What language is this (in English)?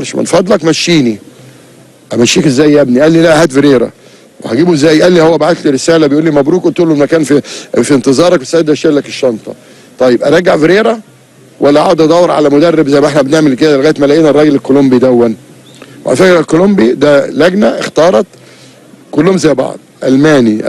Egyptian Arabic